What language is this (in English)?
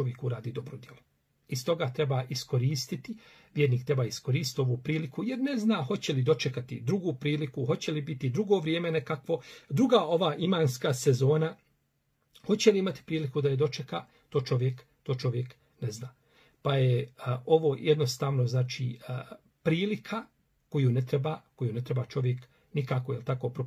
Bosnian